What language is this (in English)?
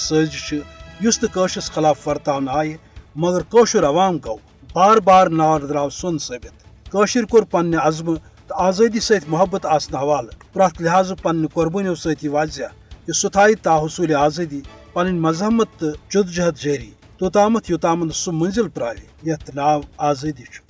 Kashmiri